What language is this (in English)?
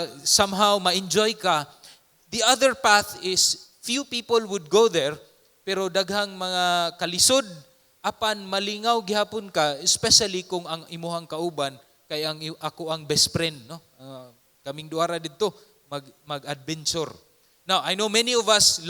Cebuano